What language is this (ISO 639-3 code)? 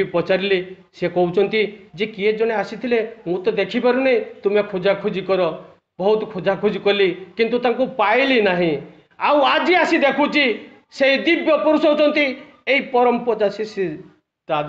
ori